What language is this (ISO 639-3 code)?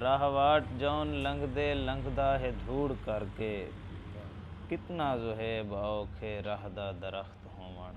skr